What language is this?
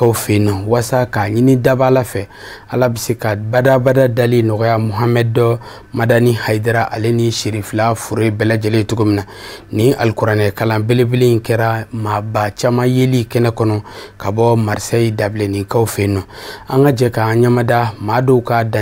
Bambara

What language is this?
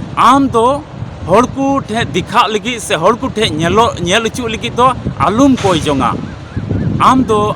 Santali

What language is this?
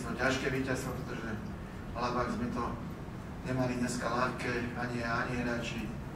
Slovak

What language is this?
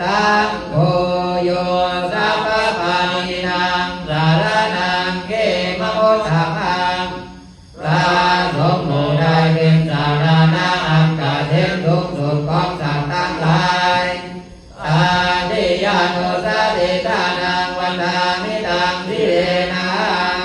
Pali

